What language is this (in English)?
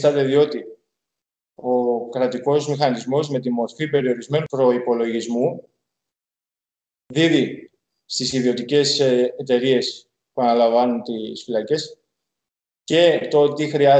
Greek